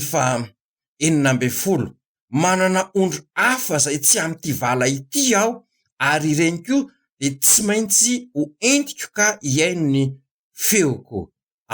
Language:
Malagasy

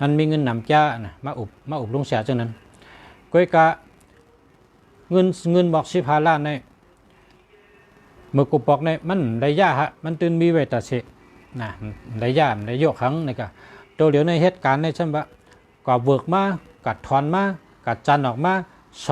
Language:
Shan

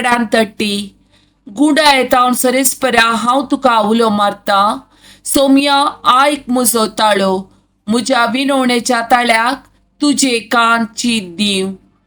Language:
Konkani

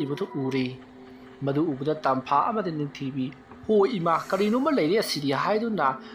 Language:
Manipuri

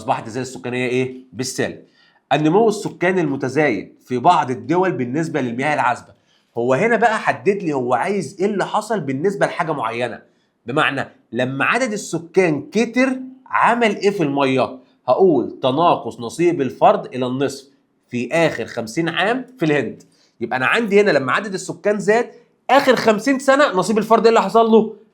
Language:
Egyptian Arabic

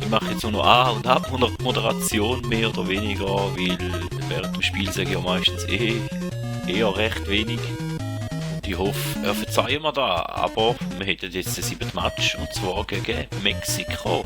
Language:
Swiss German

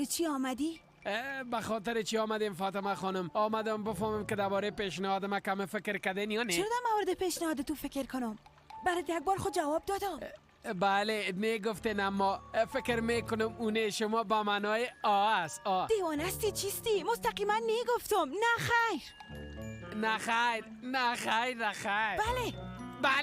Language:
Persian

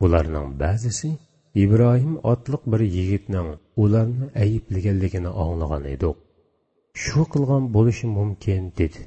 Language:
Uyghur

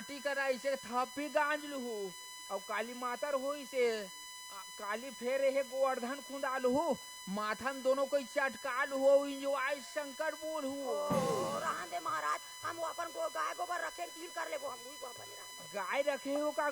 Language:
Chhattisgarhi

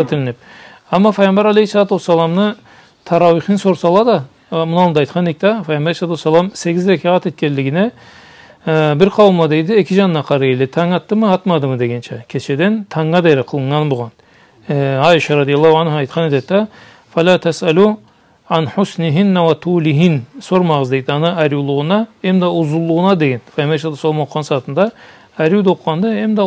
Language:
Karachay-Balkar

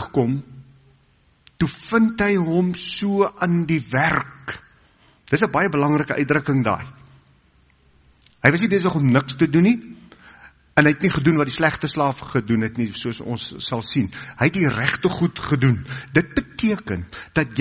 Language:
Afrikaans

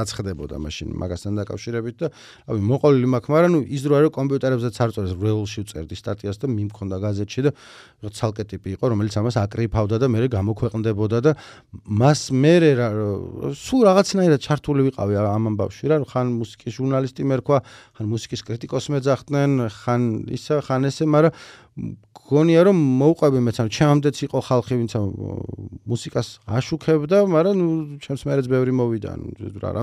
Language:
Georgian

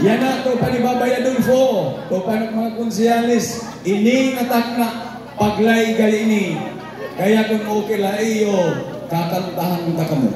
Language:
Waray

